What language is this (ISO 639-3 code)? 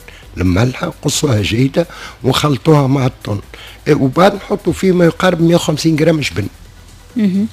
aeb